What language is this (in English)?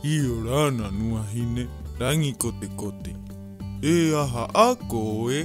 Rapanui